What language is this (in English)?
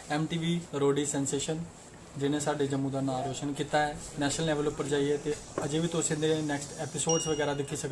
Dogri